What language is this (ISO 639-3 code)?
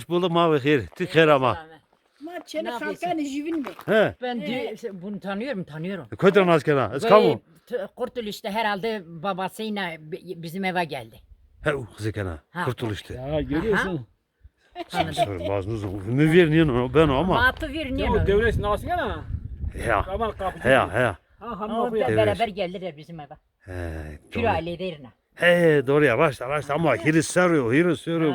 zza